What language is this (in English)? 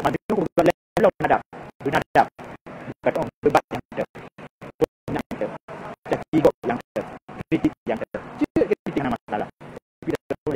Achinese